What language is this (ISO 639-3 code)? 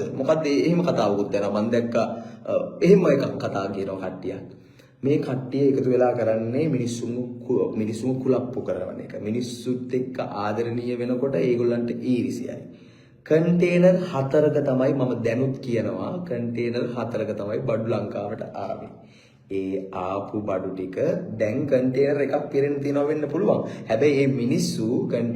sin